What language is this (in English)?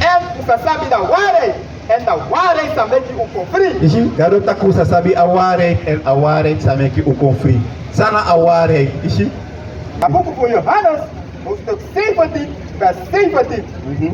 Sranan Tongo